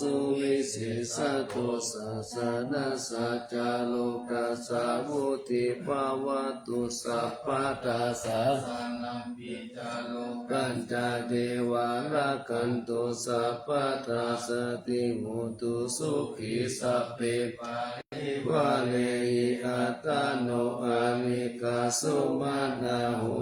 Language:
Pali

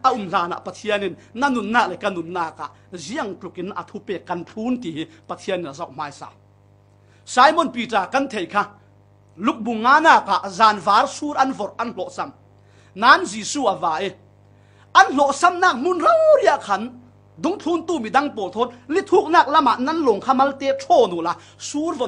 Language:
Falam Chin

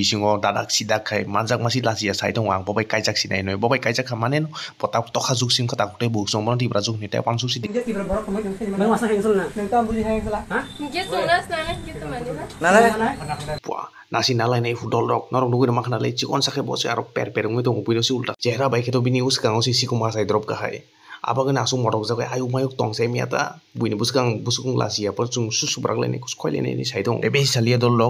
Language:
Kok Borok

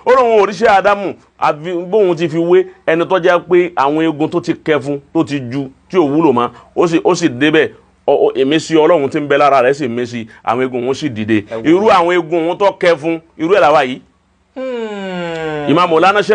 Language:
Yoruba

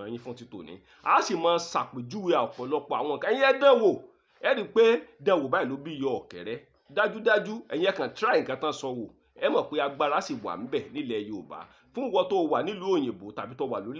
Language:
Yoruba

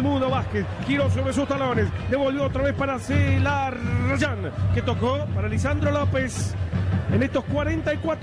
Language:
Spanish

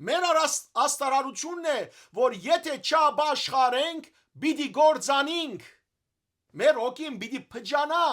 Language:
Western Armenian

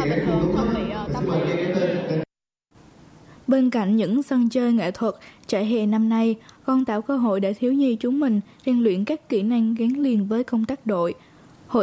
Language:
Vietnamese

